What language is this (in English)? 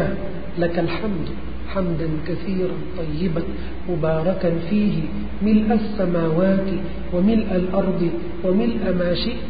Thai